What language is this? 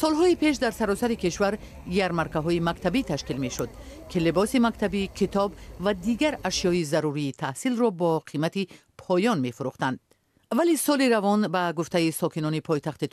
Tajik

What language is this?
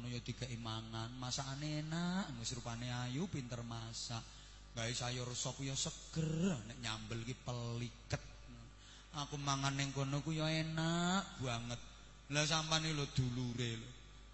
Javanese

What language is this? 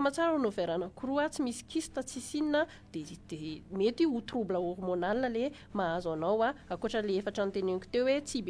Malagasy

